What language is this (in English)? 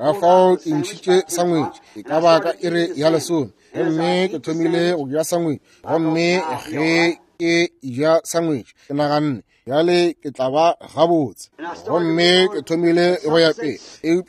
Northern Sotho